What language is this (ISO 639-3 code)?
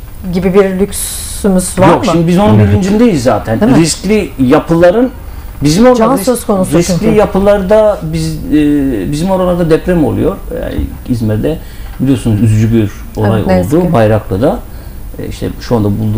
tur